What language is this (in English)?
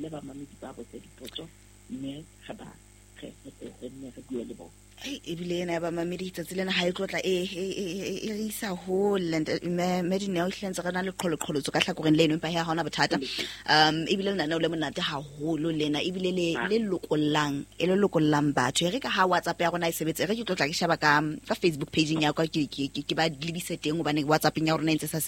Southern Sotho